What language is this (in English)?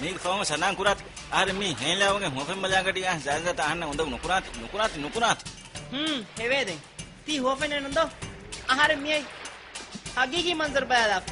Divehi